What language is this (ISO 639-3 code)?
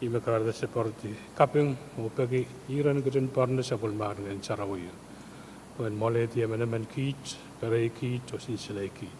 pon